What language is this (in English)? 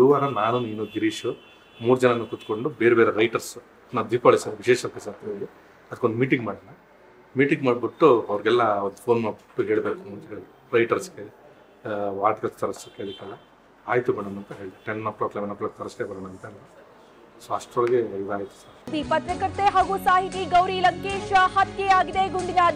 Kannada